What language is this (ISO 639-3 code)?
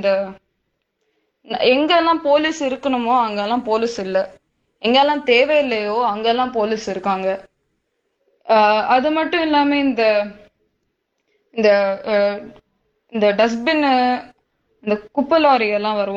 tam